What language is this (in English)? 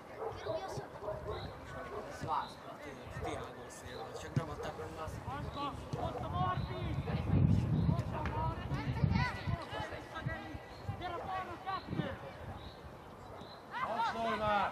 Hungarian